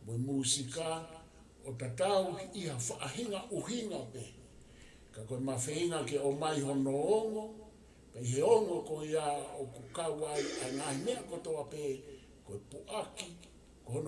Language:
Tongan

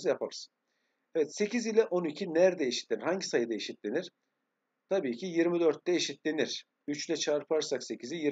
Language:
Turkish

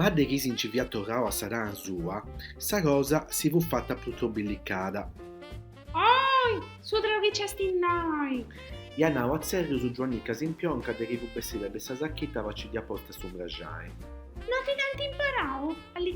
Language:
Sardinian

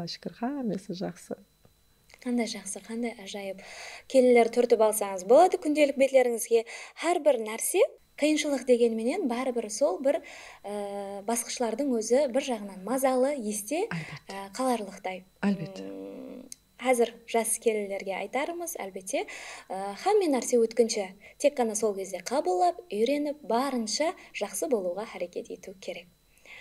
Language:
Kara-Kalpak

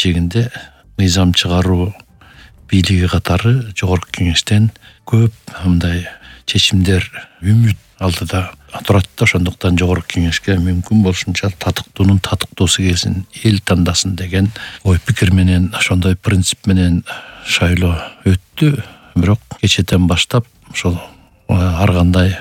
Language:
Kyrgyz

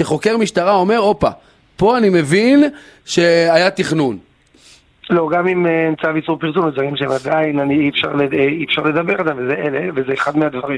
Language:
Hebrew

